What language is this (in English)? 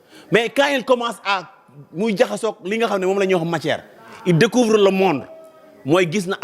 Wolof